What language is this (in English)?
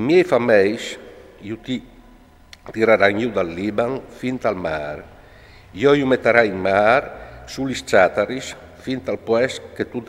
Friulian